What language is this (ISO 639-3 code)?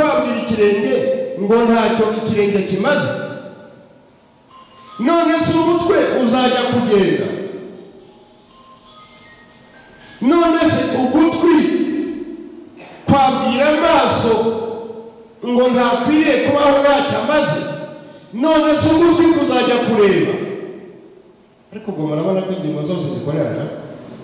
kin